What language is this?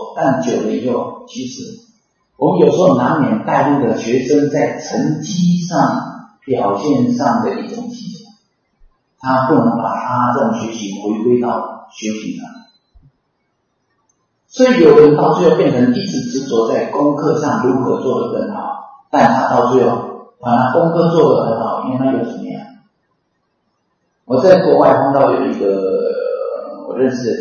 Chinese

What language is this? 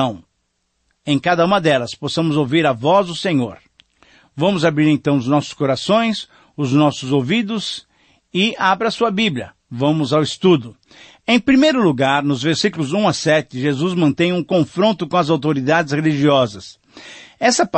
Portuguese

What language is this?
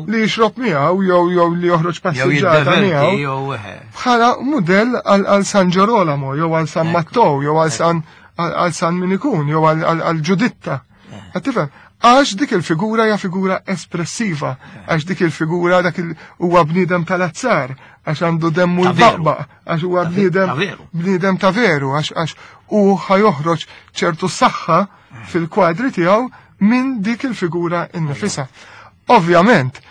Maltese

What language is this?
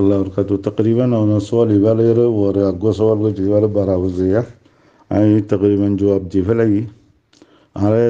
Rohingya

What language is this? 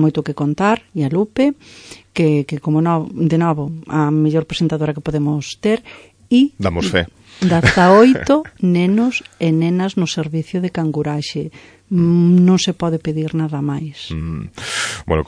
Galician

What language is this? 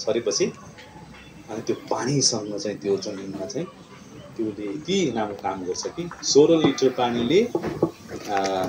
Nepali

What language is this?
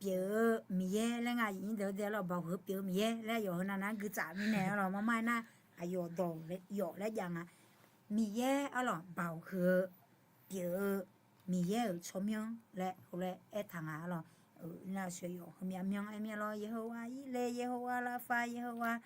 Akha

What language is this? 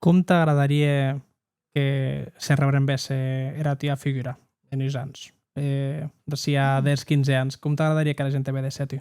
Occitan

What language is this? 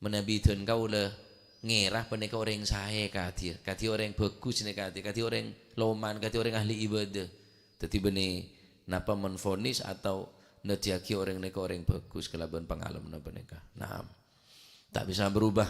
Madurese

